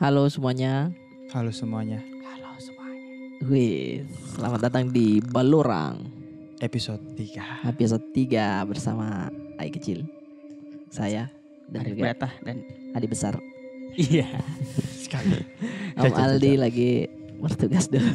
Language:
Makassar Malay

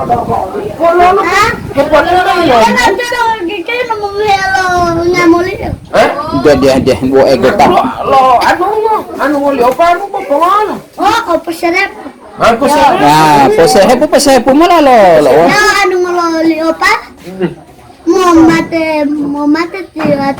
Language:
Gorontalo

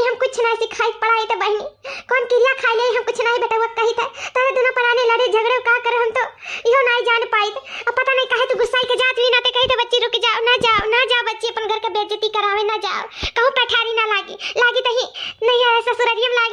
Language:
Awadhi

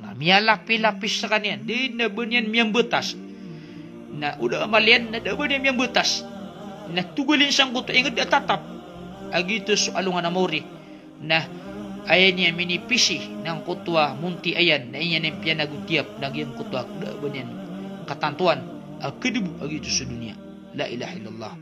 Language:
Maranao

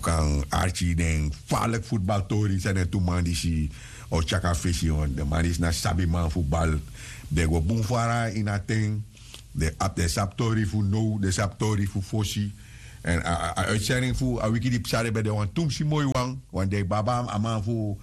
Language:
Sranan Tongo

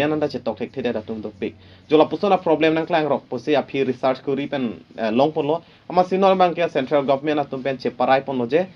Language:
Karbi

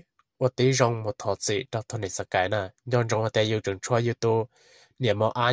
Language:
Hmong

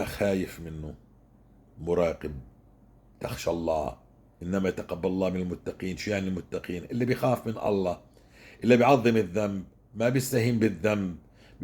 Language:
North Levantine Arabic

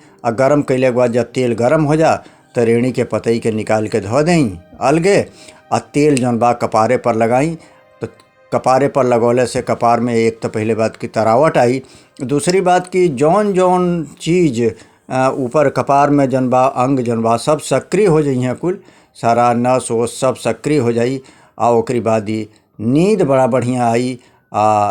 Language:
Bhojpuri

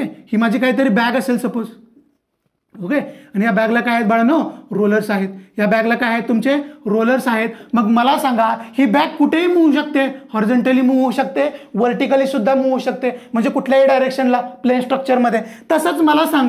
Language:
Marathi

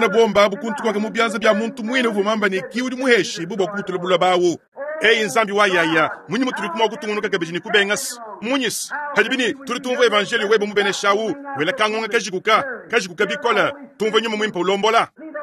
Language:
Luba-Lulua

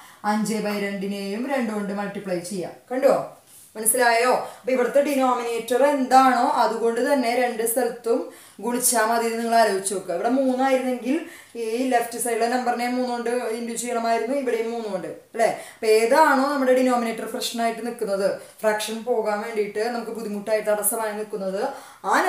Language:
Malayalam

